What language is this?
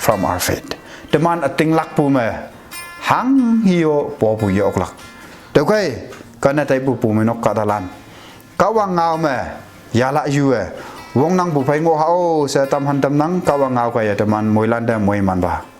Konyak Naga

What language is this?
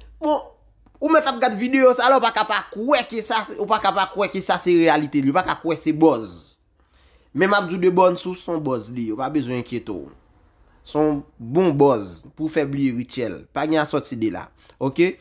Haitian Creole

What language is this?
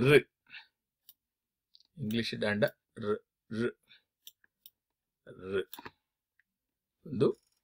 Kannada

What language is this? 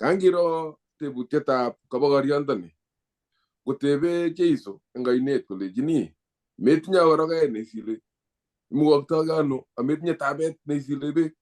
Kalenjin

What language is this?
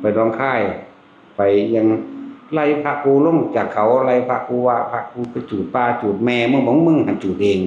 Northeastern Thai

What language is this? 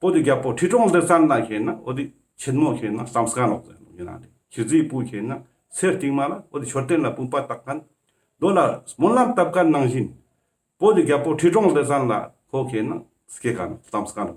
Ladakhi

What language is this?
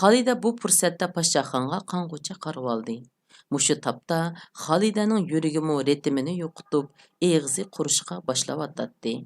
Uyghur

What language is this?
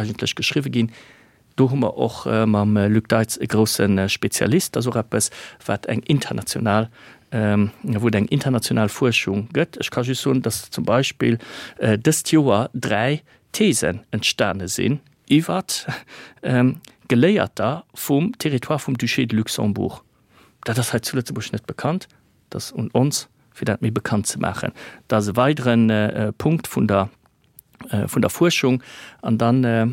Luxembourgish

